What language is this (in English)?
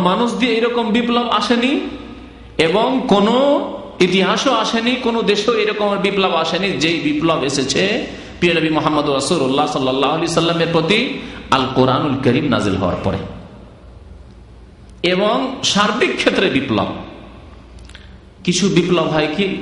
Bangla